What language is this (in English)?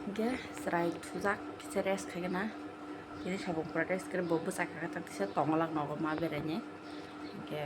Kok Borok